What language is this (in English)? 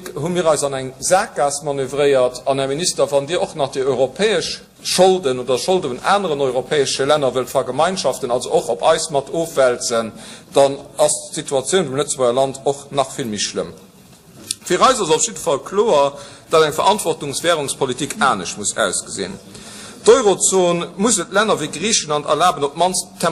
Luxembourgish